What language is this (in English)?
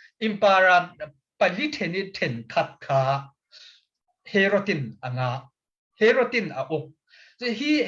Falam Chin